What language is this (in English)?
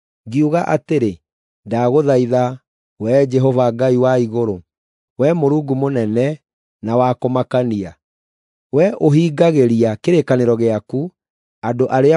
Kikuyu